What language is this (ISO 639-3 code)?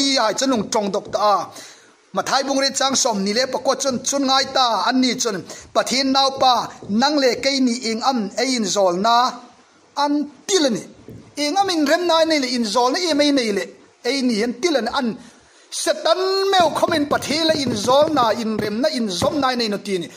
hmr